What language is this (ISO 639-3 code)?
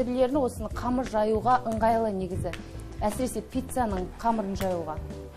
kaz